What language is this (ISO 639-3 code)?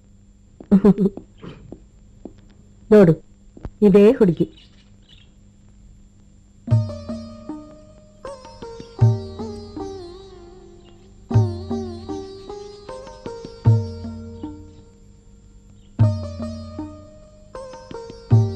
kan